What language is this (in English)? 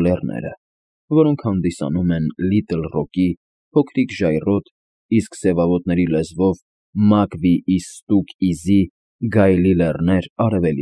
Armenian